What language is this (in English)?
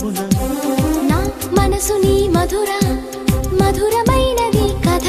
Telugu